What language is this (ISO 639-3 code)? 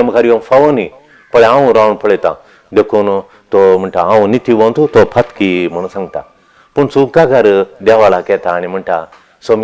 kok